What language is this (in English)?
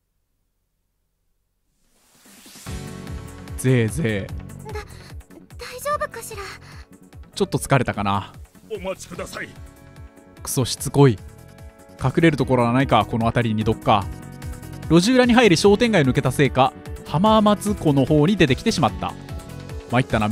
Japanese